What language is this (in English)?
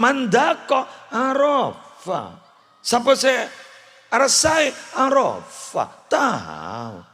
Madurese